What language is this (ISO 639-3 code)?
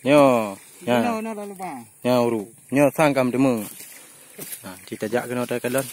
ace